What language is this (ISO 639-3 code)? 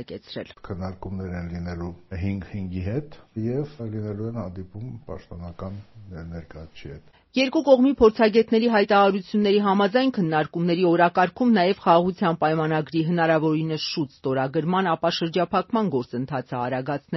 hye